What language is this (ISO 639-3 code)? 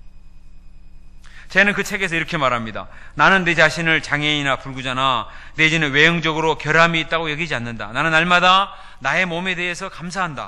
kor